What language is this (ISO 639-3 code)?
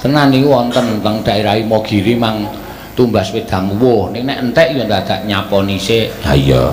jav